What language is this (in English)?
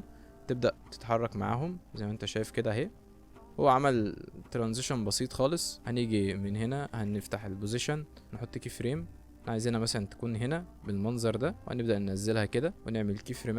Egyptian Arabic